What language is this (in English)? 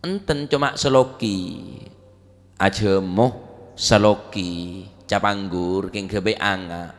Madurese